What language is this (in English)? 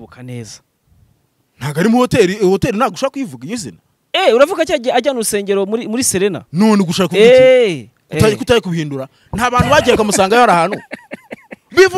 Kinyarwanda